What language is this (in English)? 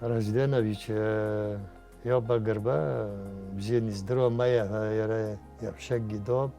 Abkhazian